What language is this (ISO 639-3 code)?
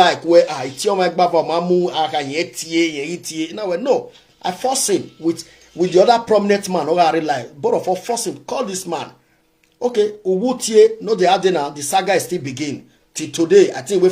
pcm